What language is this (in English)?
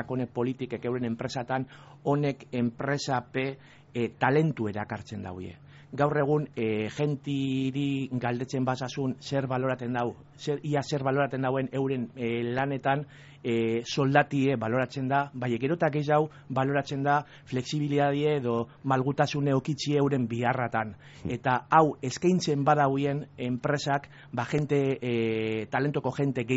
Basque